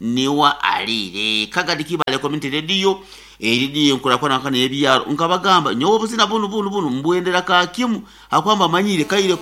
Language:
Nyankole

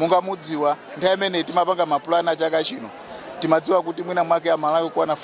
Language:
Nyanja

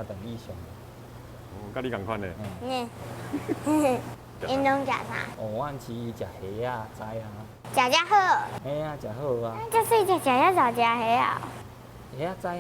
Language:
Min Nan Chinese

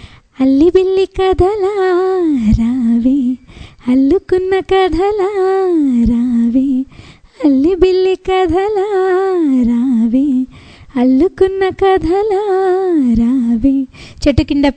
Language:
Telugu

